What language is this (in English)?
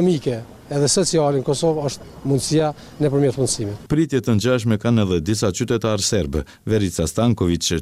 Albanian